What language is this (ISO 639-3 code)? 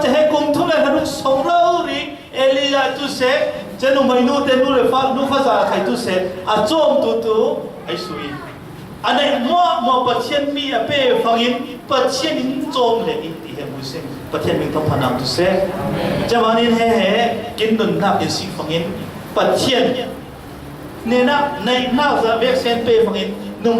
cfm